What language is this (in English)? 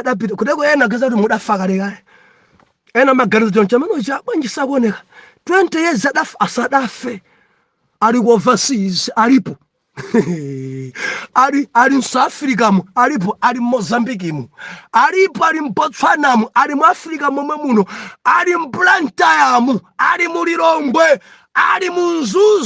Nyanja